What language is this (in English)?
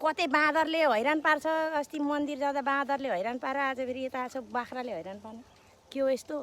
Nepali